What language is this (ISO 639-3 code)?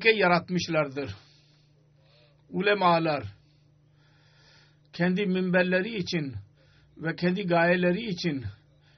tur